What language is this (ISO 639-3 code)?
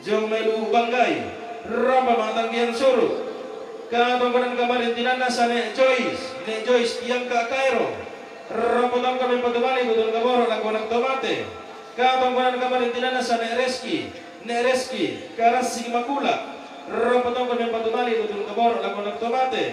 sda